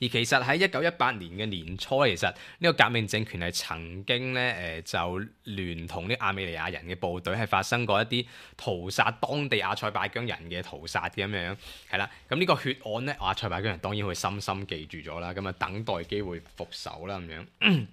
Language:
Cantonese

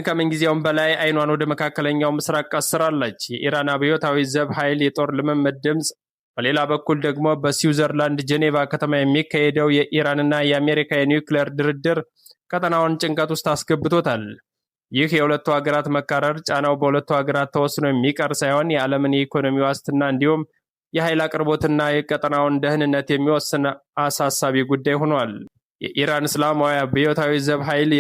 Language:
Amharic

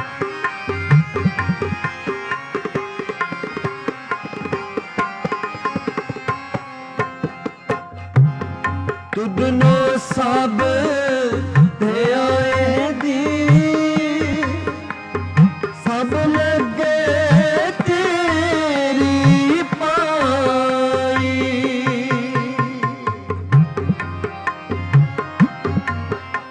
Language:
Punjabi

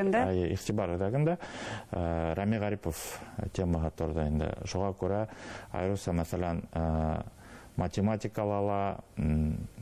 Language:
Bashkir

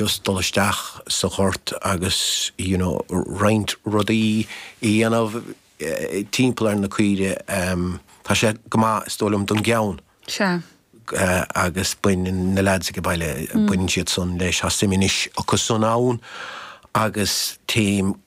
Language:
Irish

